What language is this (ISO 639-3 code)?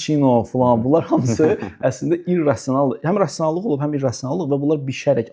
aze